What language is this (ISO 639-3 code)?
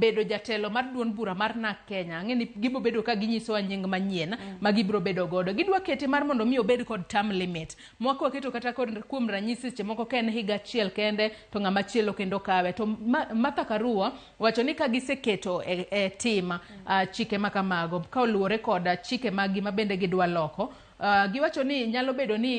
luo